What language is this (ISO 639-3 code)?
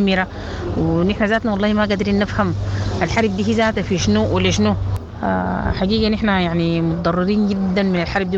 apd